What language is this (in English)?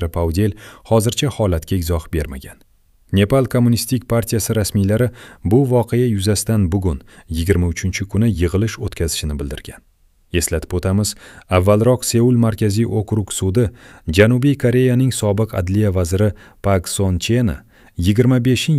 Uzbek